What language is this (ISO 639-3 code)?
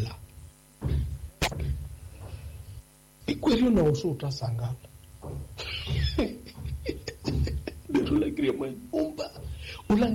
swa